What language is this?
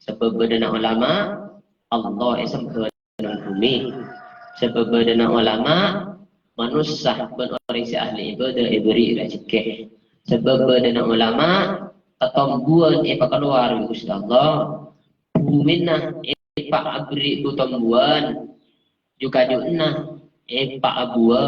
Madurese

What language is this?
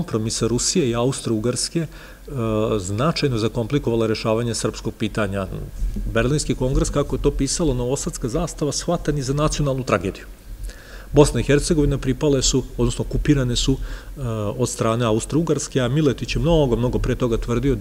Serbian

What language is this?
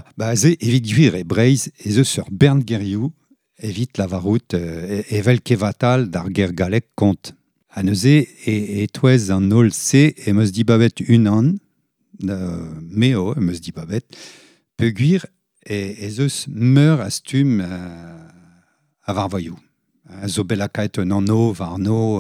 Breton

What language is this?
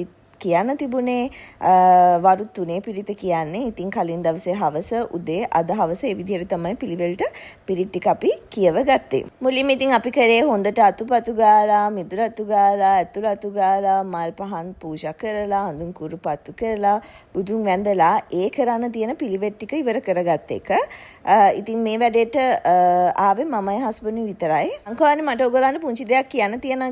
Sinhala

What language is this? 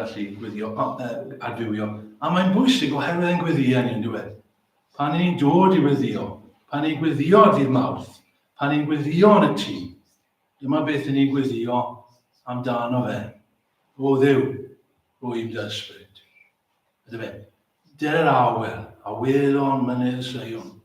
Welsh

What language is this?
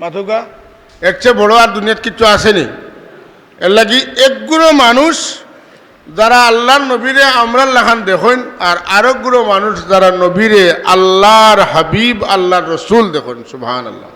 Sylheti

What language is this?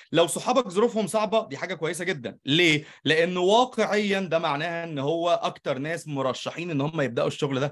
Egyptian Arabic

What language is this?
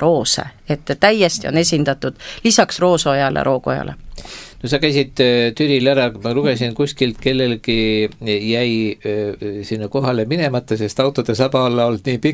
Estonian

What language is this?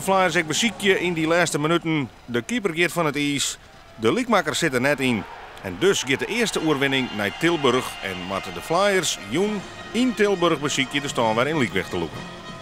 Western Frisian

